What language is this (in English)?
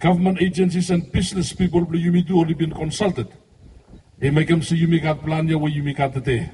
Bislama